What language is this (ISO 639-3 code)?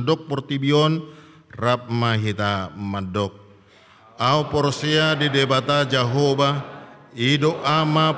bbc